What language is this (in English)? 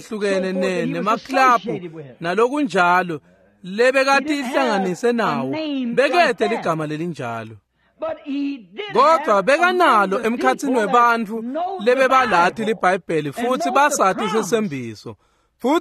Swati